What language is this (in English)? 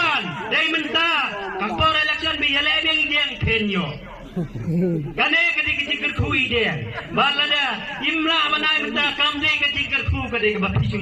Khasi